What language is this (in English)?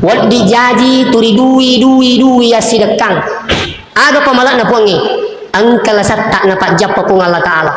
Buginese